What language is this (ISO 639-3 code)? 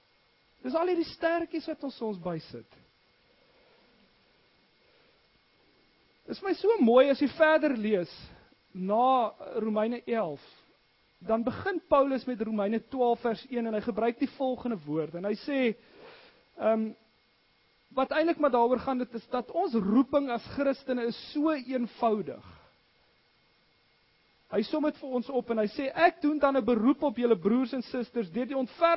afr